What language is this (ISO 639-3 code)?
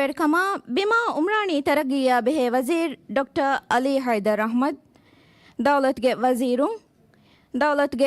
div